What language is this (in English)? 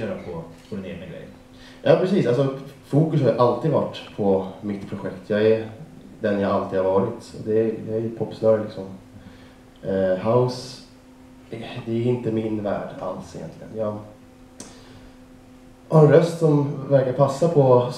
Swedish